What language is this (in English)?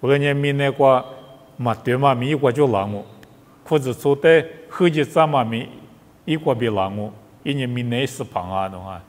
Lisu